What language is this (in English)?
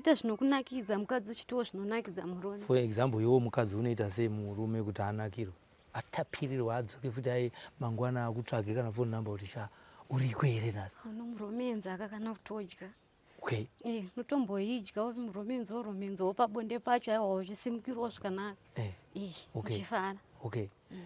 Shona